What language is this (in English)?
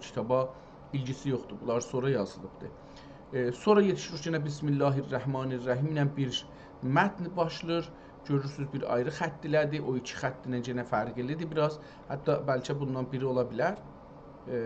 South Azerbaijani